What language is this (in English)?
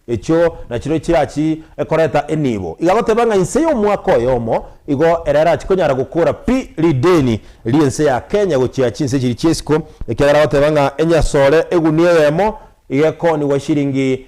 Gusii